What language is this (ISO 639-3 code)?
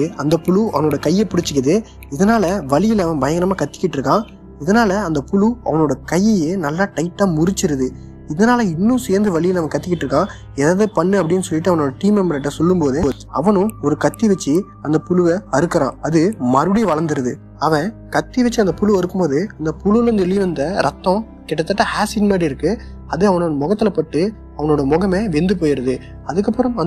tam